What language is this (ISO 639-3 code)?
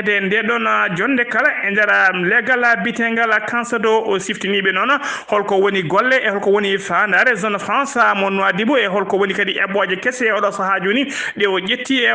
ful